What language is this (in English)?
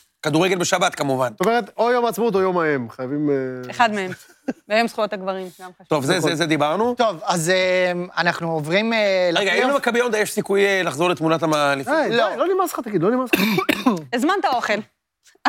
Hebrew